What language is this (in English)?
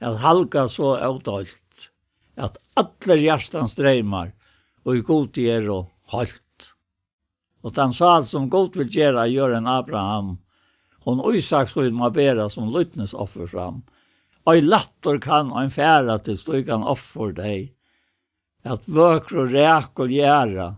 Faroese